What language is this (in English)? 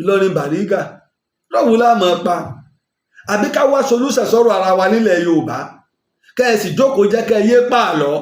Yoruba